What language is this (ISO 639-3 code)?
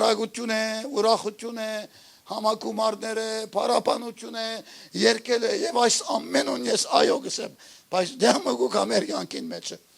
hyw